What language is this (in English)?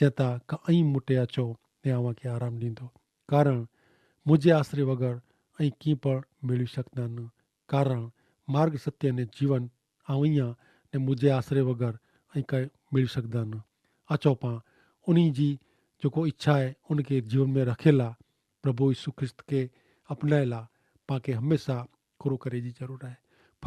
Kachhi